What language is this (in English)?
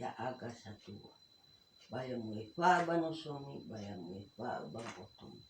Nias